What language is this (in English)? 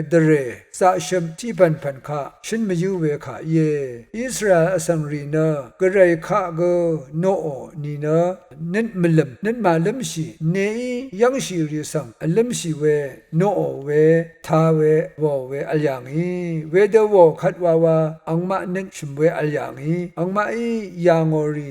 Rawang